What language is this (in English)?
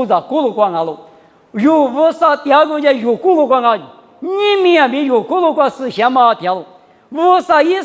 Lisu